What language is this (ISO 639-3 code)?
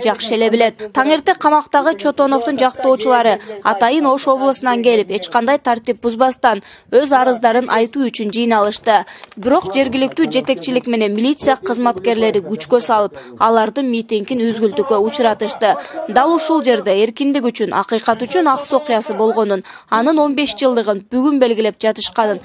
kir